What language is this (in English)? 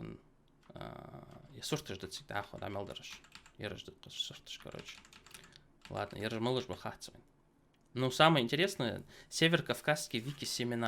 Ingush